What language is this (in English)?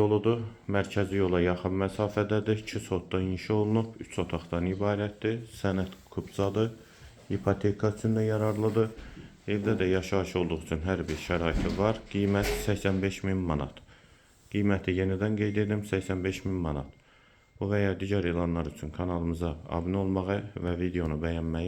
Azerbaijani